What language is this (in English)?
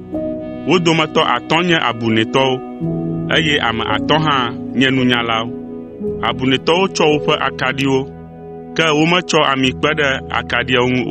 Ewe